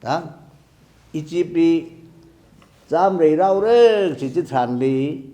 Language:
Tangkhul Naga (India)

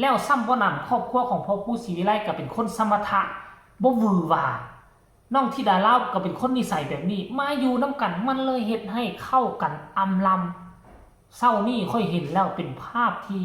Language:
Northeastern Thai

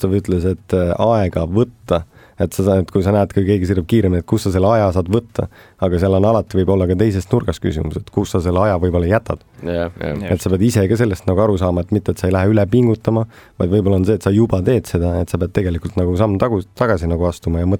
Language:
Estonian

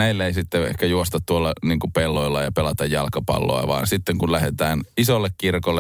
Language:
Finnish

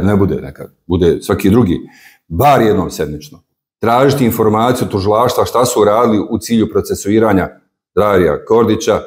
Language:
Bosnian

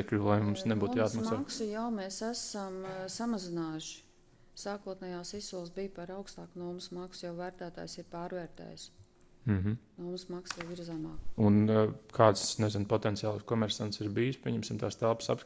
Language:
Latvian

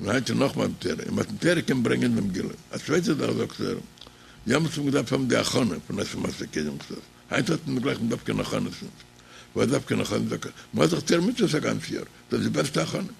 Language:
Yiddish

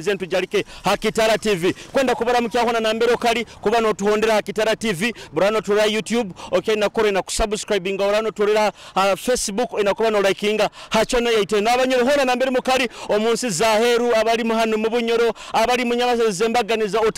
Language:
Nyoro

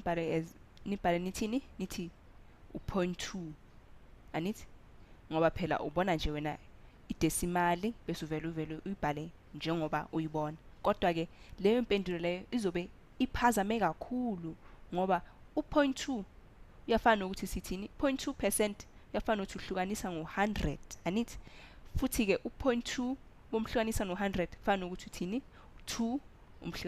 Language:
Zulu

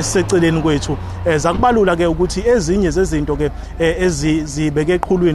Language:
Zulu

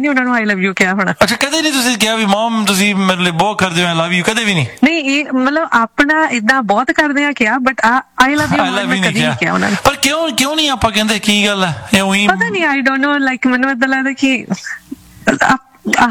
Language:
Punjabi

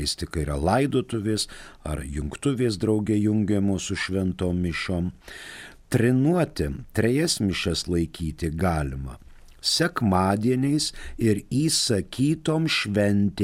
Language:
Lithuanian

